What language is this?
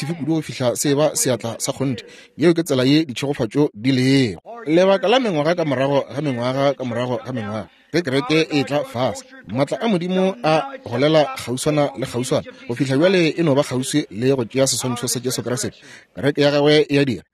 Northern Sotho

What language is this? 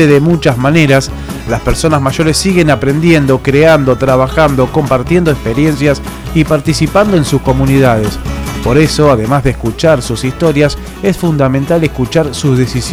Spanish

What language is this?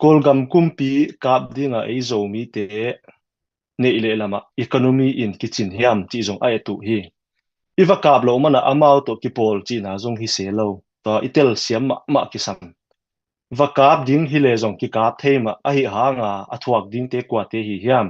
Tedim Chin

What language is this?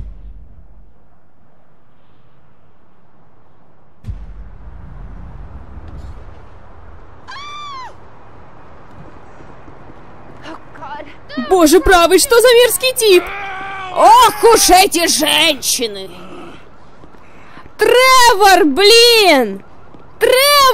Russian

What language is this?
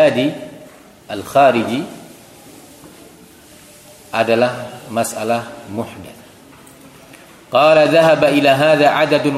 Indonesian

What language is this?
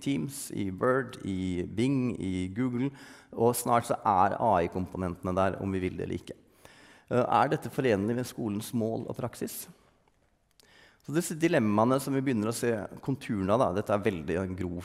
Norwegian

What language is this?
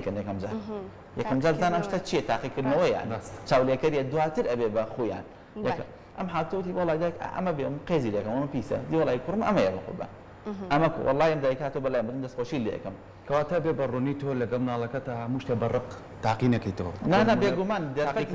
Central Kurdish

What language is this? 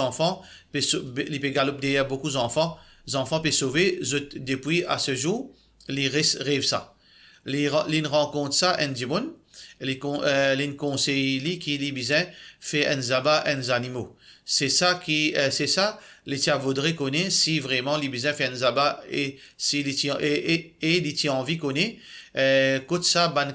Morisyen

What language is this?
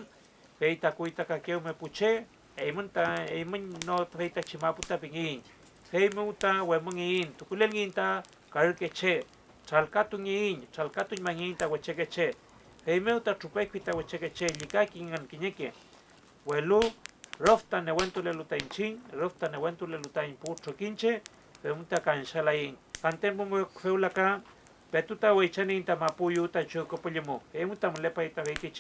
Mapuche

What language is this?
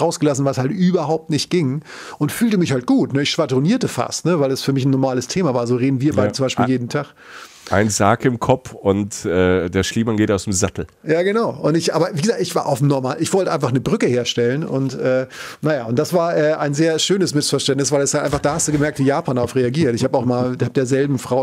German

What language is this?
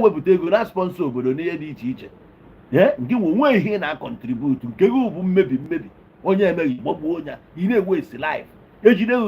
Igbo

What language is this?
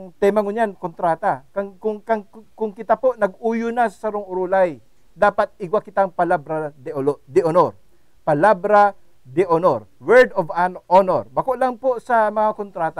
Bikol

